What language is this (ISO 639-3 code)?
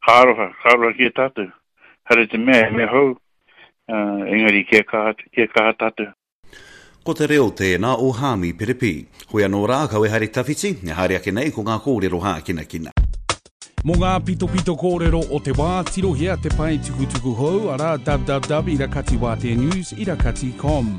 mri